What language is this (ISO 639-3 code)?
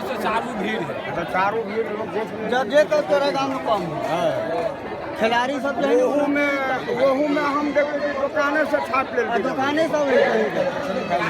mai